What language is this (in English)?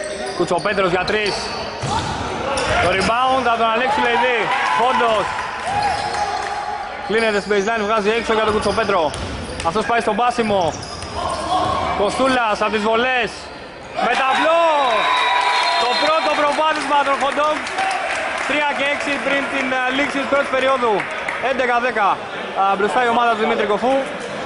Greek